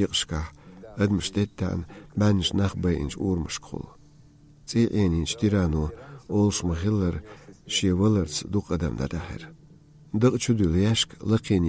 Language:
Chechen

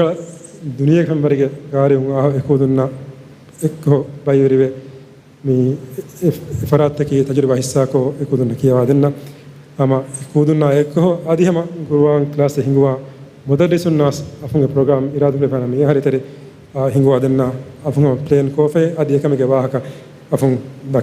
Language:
Divehi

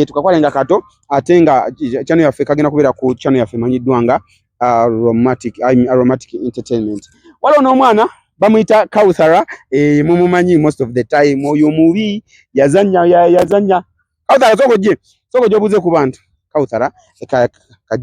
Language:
Ganda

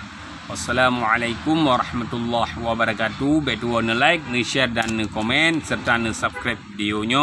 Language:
Achinese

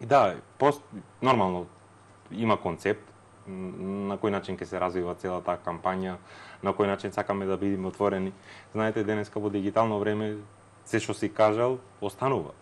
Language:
Macedonian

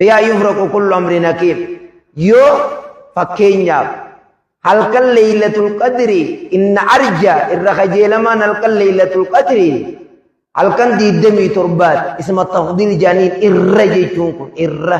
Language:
Oromo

